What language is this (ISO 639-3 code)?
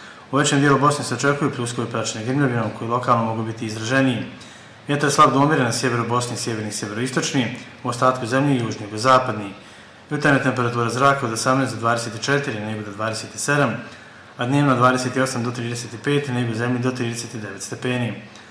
bos